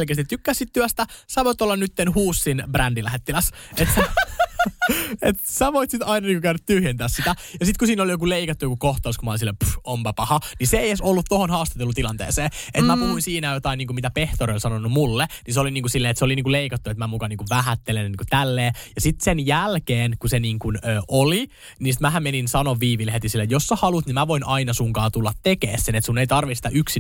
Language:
Finnish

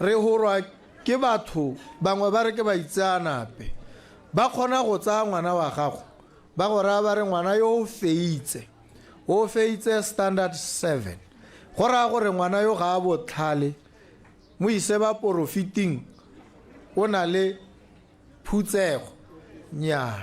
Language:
Tswana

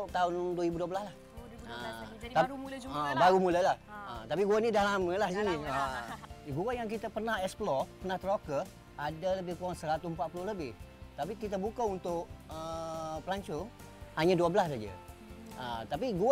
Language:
Malay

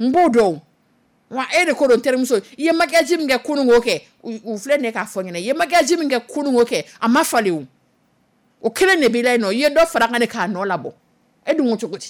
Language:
Dyula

